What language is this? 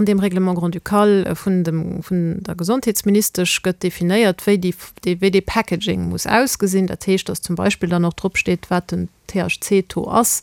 Luxembourgish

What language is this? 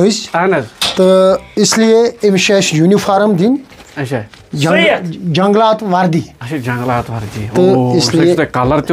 Kashmiri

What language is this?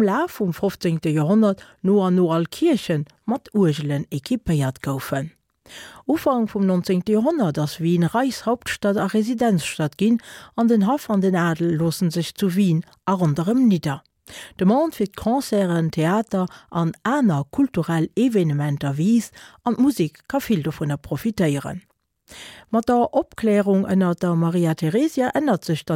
Luxembourgish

